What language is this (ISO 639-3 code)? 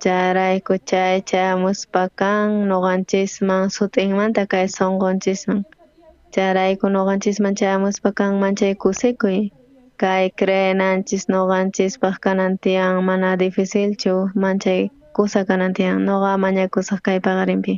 quh